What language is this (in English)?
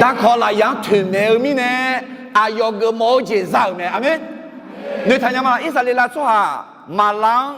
Akha